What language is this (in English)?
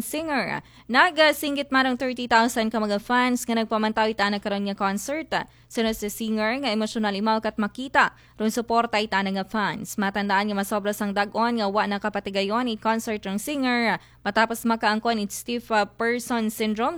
Aklanon